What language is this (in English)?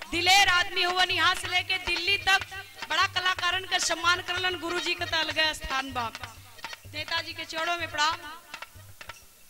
Bhojpuri